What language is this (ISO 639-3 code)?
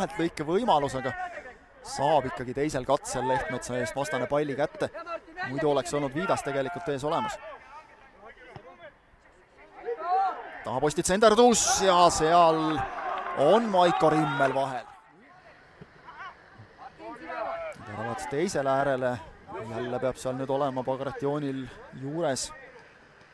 est